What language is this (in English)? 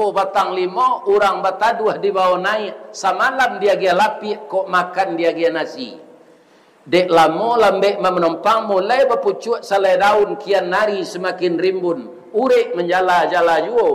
Minangkabau